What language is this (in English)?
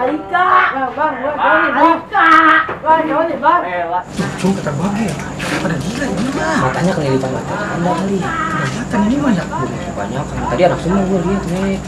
Betawi